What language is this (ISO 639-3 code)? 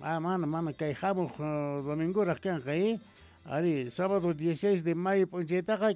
quh